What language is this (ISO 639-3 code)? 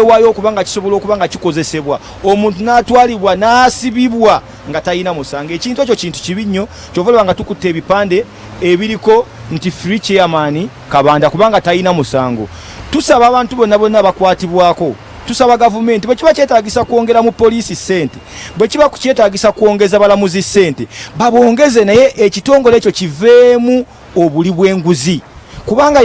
lug